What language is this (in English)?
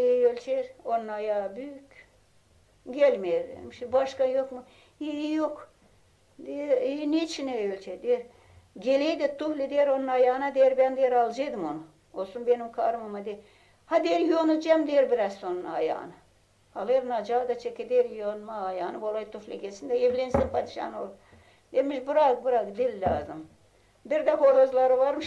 Gagauz